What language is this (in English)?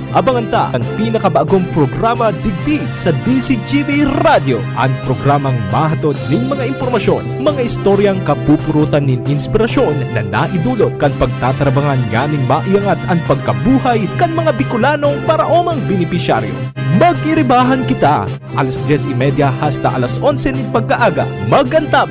Bikol